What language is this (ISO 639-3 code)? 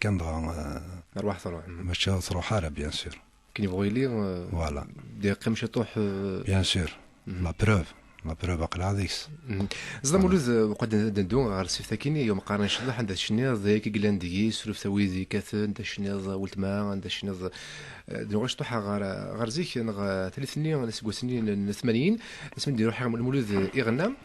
kab